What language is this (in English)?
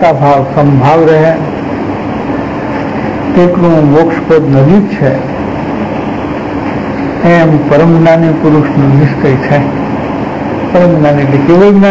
Gujarati